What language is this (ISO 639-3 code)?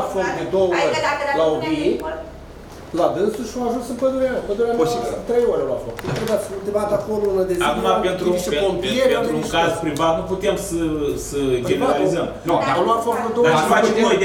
ron